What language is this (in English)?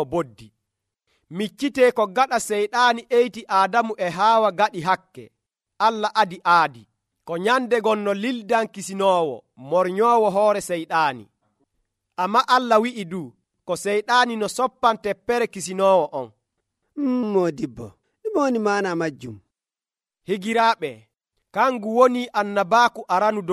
Nigerian Fulfulde